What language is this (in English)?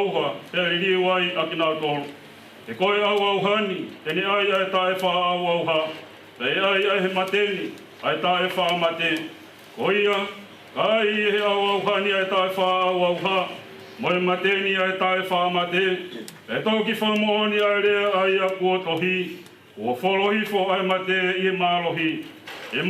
Tongan